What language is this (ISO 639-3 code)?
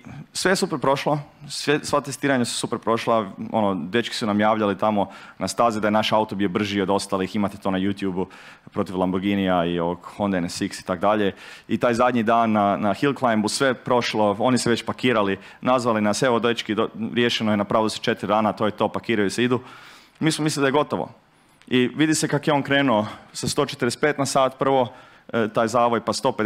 hrv